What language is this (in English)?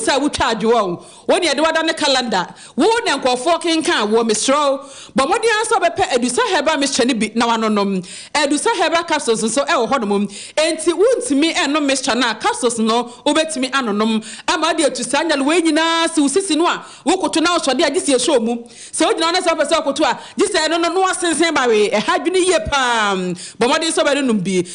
Akan